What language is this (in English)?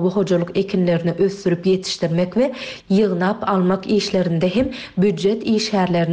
Turkmen